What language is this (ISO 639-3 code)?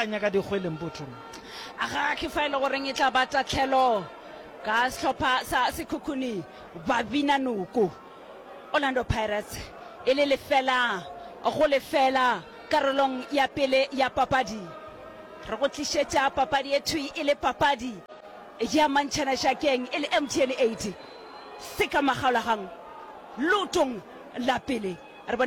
nso